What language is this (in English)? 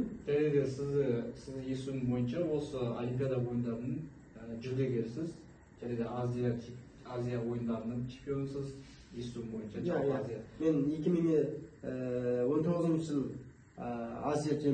Kazakh